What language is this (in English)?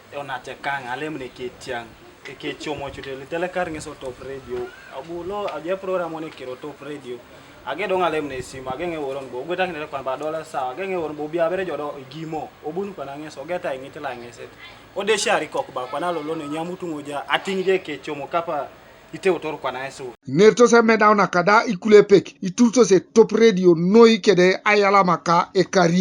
Teso